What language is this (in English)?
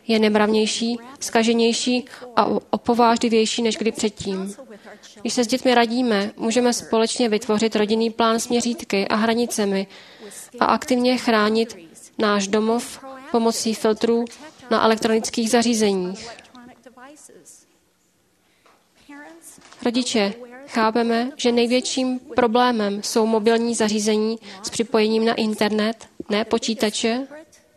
Czech